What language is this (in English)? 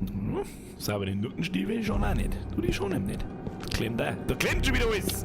Bavarian